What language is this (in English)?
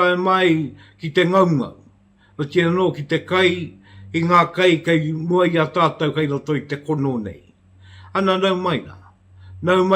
Māori